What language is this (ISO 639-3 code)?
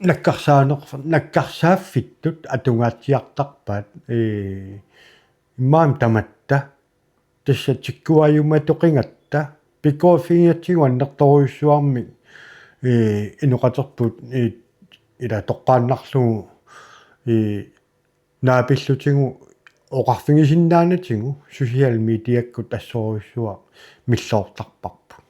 kal